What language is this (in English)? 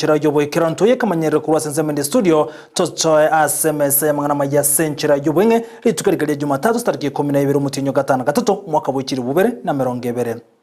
Gusii